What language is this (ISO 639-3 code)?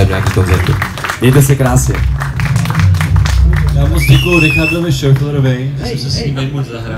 ces